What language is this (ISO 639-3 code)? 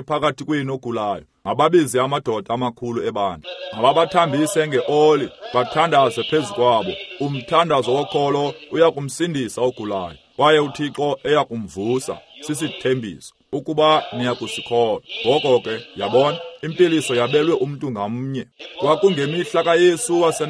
xho